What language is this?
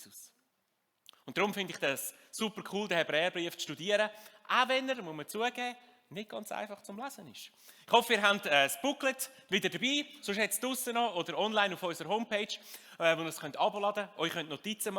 Swiss German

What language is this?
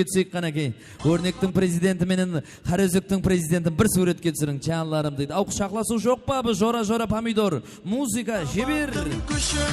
Kara-Kalpak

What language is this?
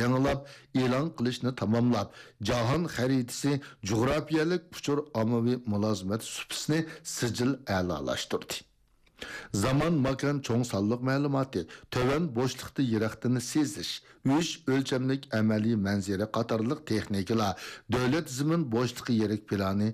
Uyghur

